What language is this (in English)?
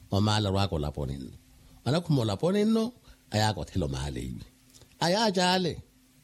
Makhuwa